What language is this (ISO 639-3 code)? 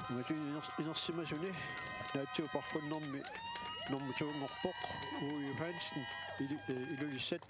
kal